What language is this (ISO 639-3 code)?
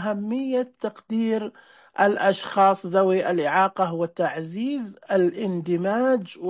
ars